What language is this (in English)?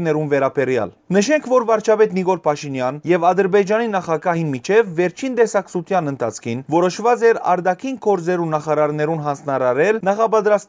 Western Armenian